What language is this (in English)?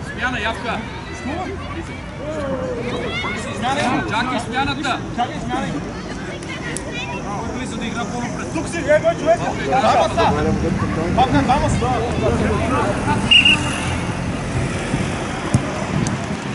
Bulgarian